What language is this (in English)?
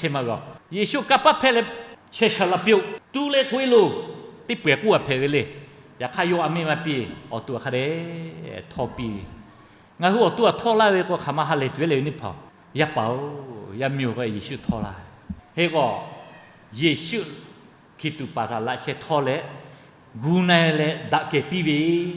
Lahu